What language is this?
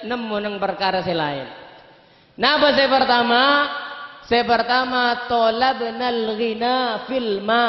Madurese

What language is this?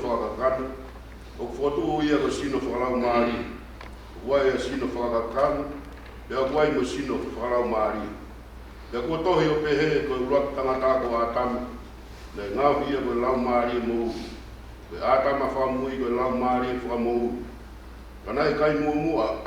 Tongan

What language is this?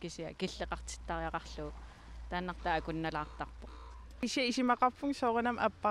Kalaallisut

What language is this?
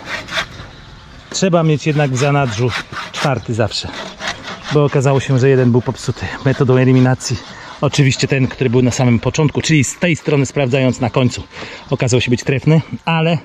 Polish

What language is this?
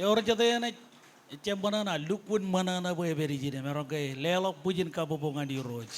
Marshallese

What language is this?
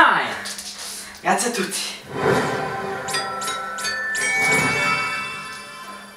Italian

